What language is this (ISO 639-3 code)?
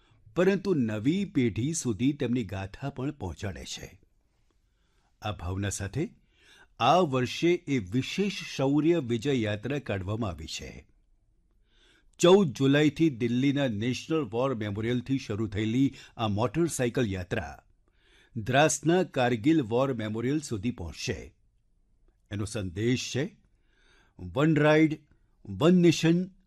guj